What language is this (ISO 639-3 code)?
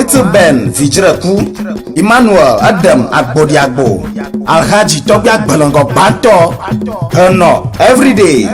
ewe